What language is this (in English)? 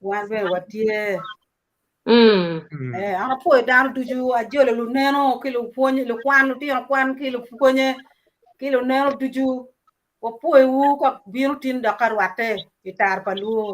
Acoli